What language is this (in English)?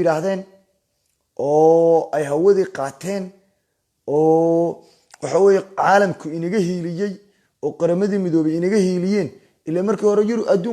Somali